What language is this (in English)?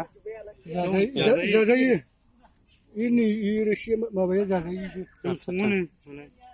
Bodo